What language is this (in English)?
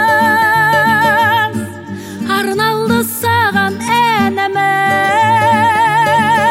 Kazakh